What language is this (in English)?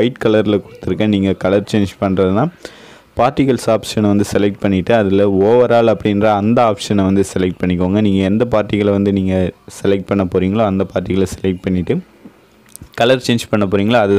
Tamil